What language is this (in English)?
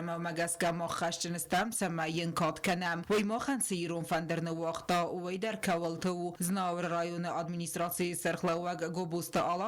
Ossetic